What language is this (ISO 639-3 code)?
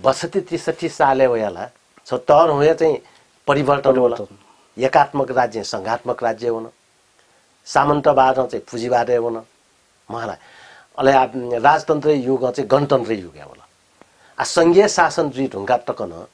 new